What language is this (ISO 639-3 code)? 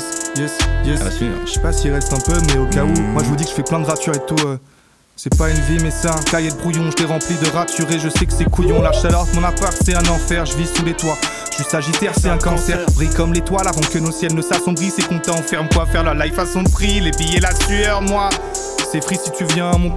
fra